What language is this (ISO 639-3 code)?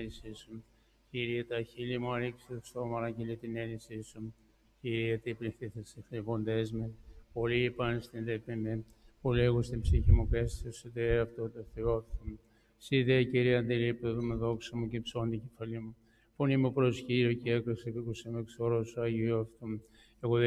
ell